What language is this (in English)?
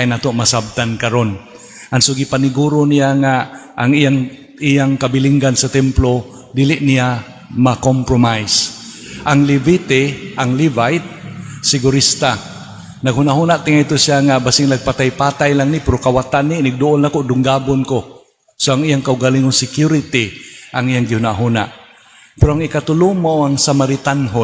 Cebuano